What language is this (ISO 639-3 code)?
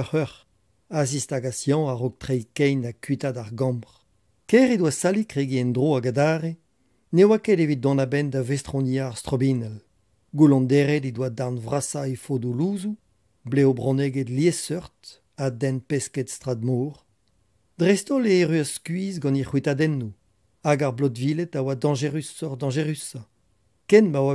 bre